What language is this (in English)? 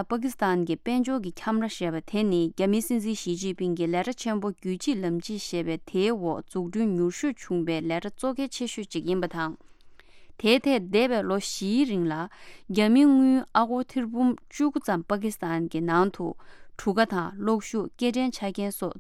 Tibetan